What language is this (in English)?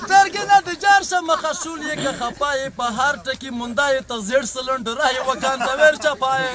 Pashto